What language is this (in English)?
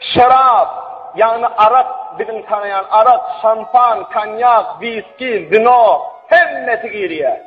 Turkmen